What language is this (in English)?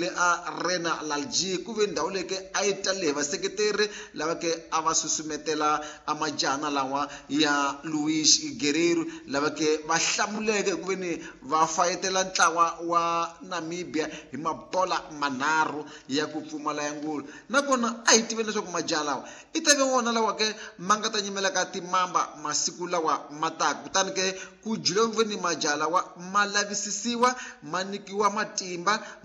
Tsonga